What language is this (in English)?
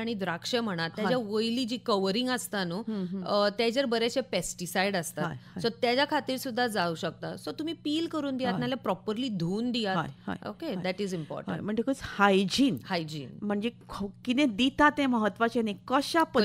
Konkani